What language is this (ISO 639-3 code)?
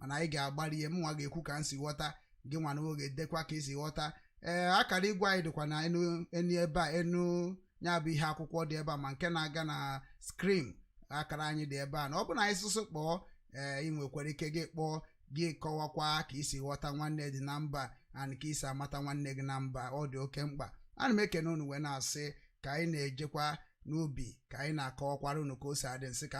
ibo